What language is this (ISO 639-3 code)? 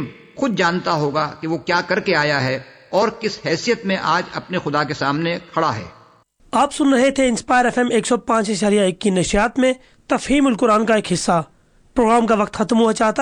urd